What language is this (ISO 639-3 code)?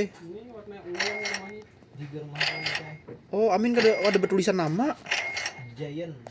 bjn